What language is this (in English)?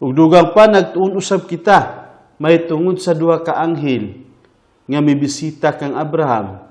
Cebuano